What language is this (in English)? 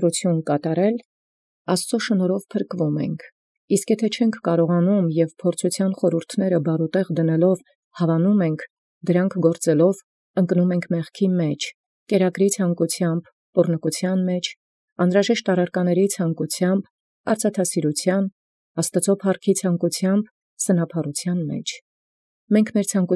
Armenian